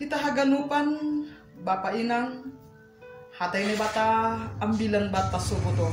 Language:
Batak Simalungun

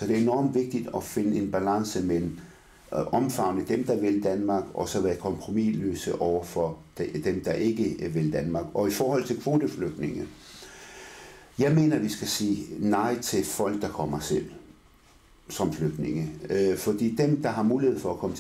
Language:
Danish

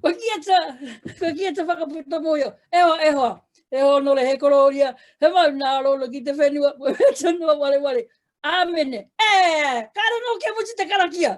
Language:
Māori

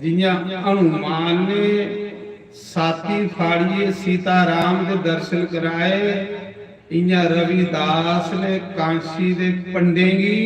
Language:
Dogri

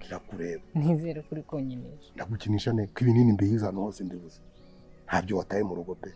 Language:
Kinyarwanda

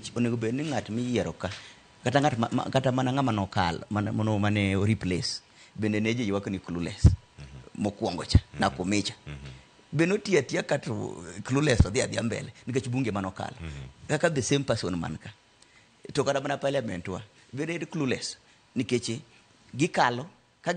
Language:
Luo (Kenya and Tanzania)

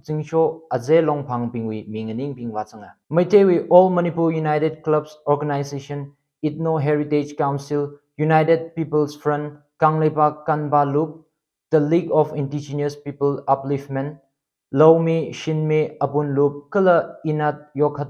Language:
Tangkhul Naga (India)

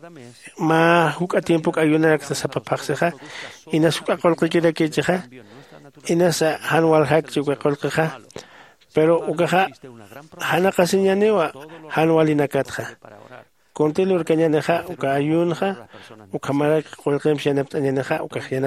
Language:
Aymara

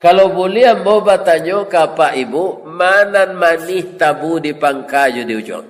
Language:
Minangkabau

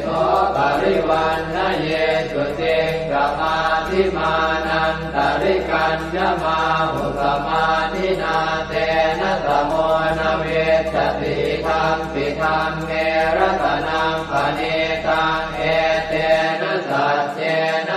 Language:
Pali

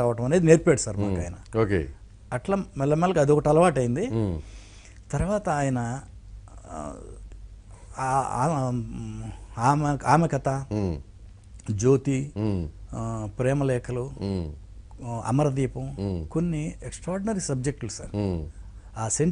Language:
Telugu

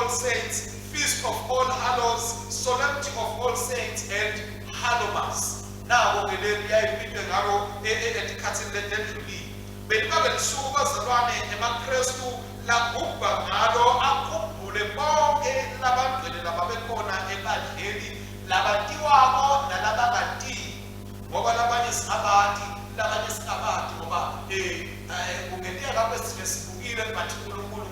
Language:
Swati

